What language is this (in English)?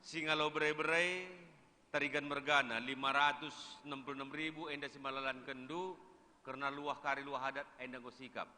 Batak Karo